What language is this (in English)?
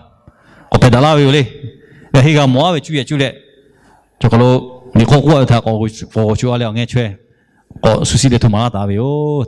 Lahu